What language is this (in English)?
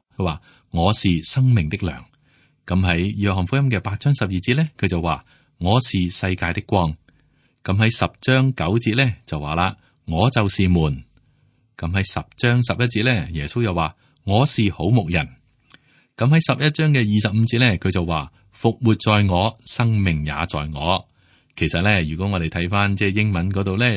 Cantonese